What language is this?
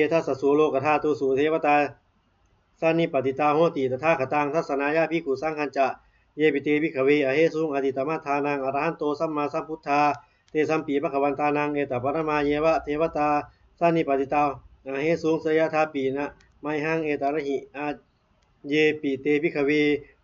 Pali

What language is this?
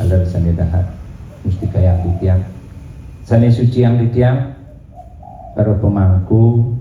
Balinese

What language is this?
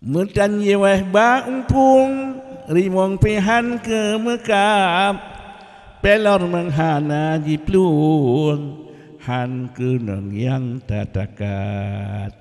Achinese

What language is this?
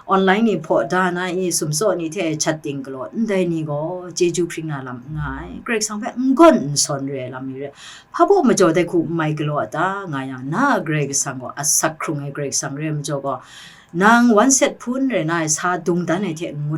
Kachin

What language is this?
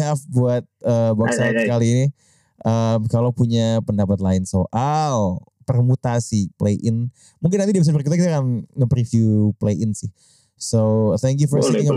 Indonesian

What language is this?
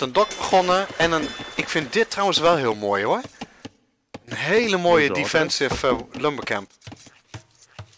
Dutch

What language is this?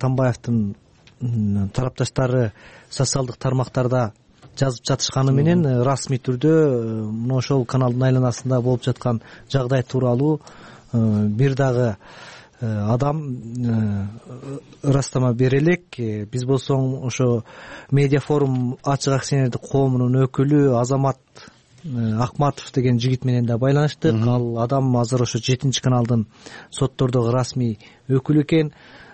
Kyrgyz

